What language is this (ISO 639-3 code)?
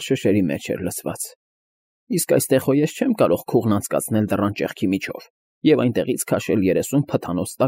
hye